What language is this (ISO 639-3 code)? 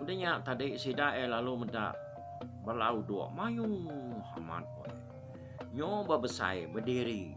iba